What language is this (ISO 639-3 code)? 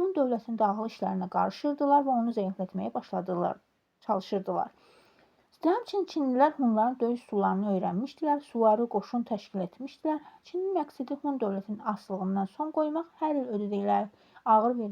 aze